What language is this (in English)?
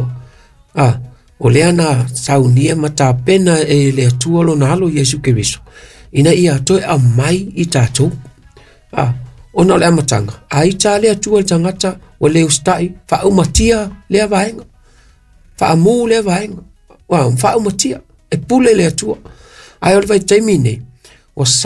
Samoan